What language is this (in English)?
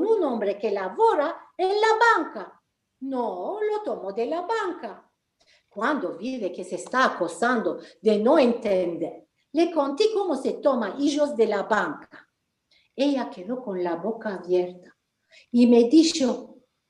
Ladino